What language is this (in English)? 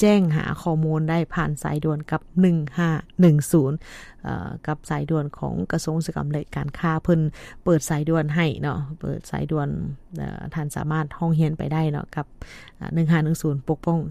Lao